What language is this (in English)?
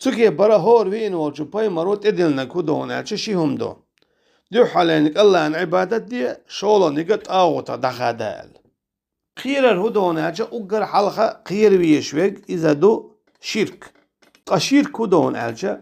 Chechen